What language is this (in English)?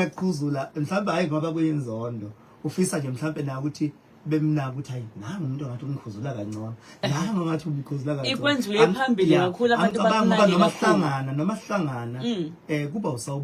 Zulu